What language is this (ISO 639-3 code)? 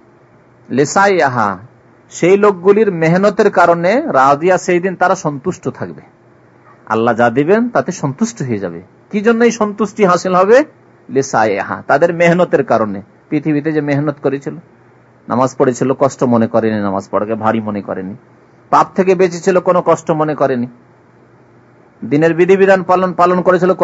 ben